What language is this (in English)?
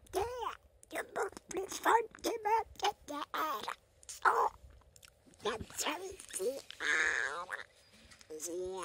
Norwegian